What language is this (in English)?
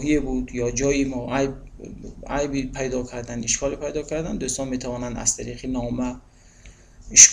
Tajik